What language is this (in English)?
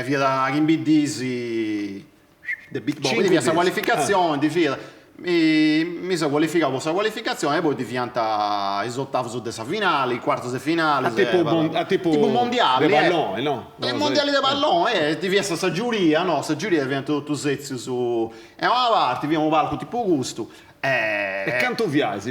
Sardinian